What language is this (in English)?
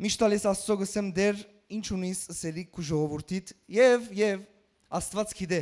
Western Armenian